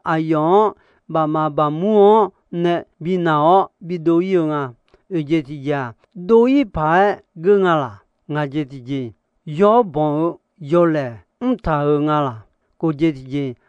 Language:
Akha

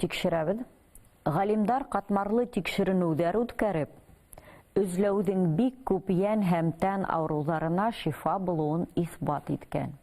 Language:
Bashkir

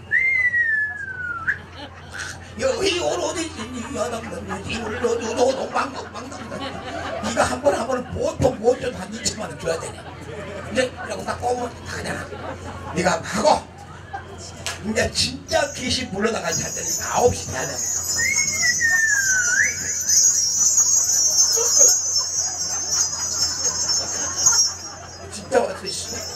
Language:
Korean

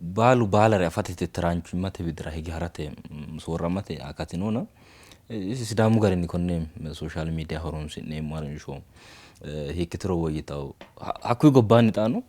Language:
Sidamo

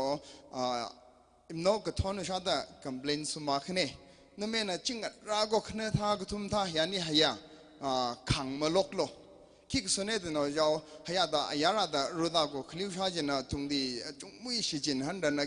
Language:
Tangkhul Naga (India)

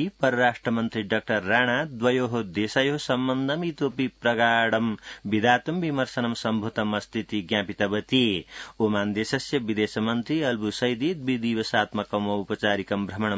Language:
Sanskrit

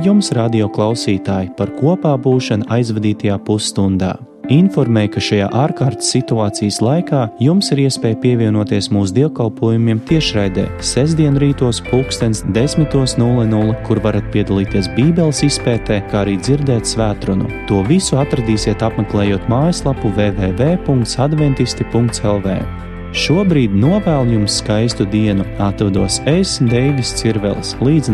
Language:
Latvian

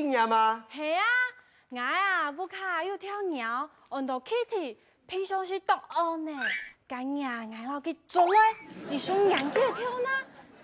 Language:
Hakka Chinese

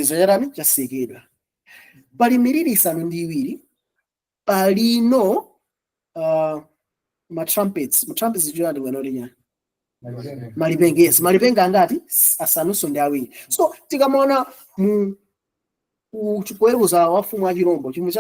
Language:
Nyanja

